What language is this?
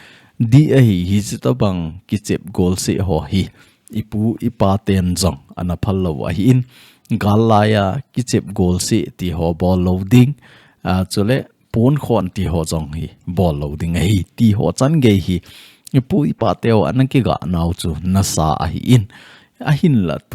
Thado Chin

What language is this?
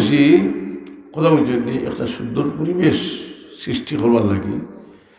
Sylheti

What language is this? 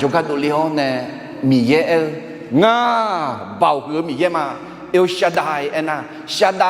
Akha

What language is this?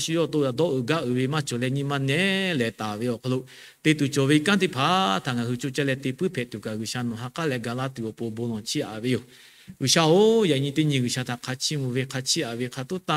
Lahu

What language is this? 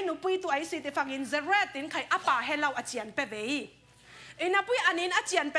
Falam Chin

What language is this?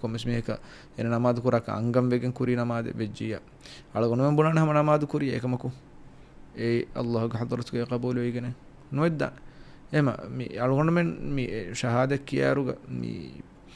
Divehi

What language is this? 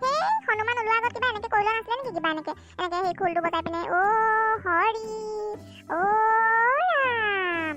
Assamese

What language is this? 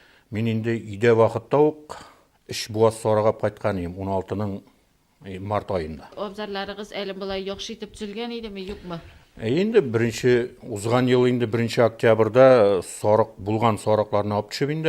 Tatar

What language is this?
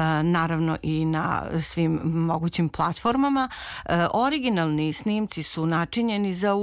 Serbian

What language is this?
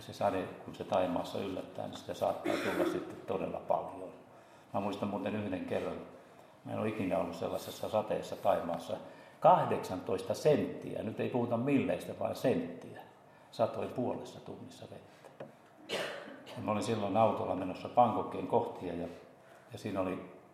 Finnish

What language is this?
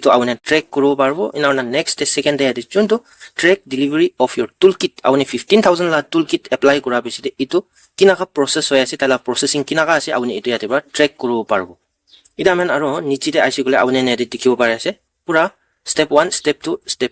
Naga Pidgin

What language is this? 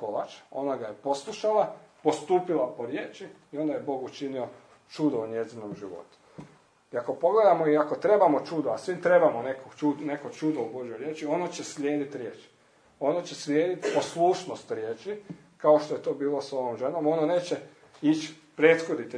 Croatian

